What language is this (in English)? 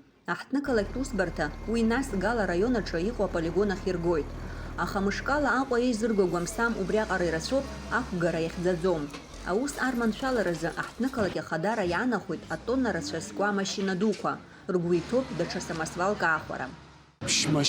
Abkhazian